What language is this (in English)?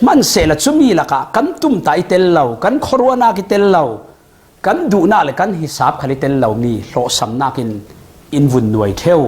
Falam Chin